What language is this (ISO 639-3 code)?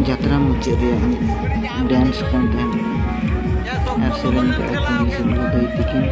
sat